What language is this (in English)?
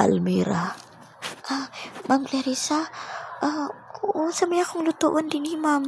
Cebuano